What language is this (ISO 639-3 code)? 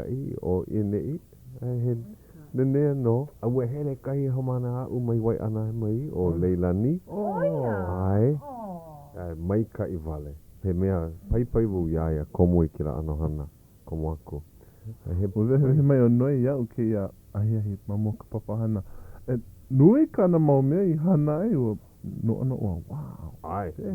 haw